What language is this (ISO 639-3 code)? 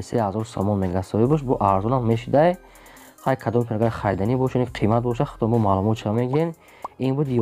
tgk